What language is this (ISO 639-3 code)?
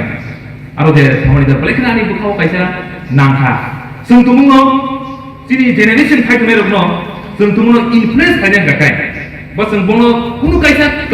trp